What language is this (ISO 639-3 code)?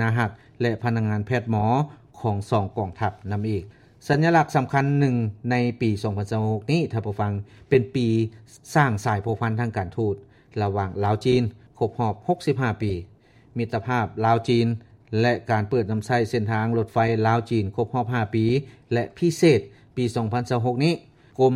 lao